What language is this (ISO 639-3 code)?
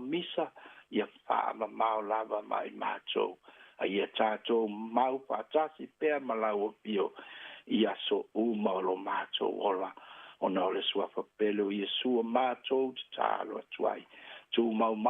smo